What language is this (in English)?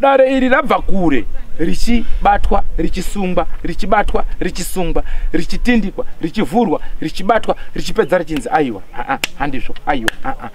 Shona